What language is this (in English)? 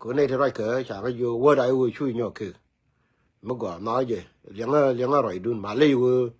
Nuer